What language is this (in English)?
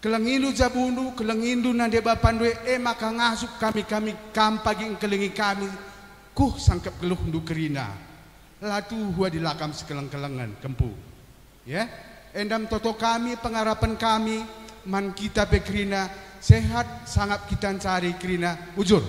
Batak Karo